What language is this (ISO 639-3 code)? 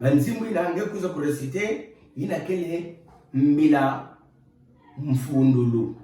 ktu